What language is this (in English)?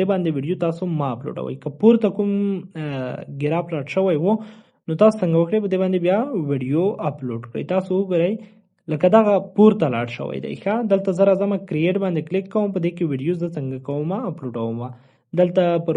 Pashto